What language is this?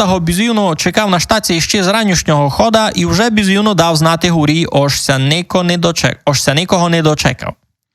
Rusyn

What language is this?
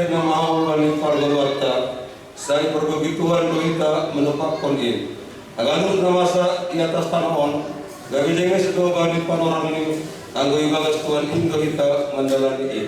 Batak Simalungun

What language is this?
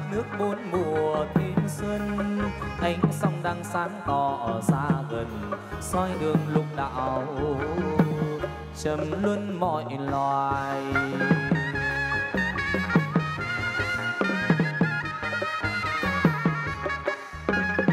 Vietnamese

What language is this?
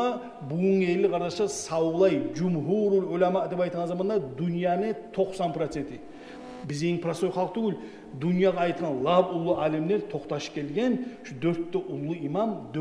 Kumyk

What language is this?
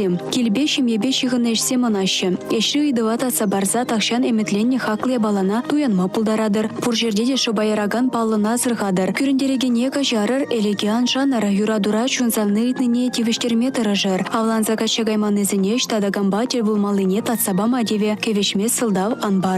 Chuvash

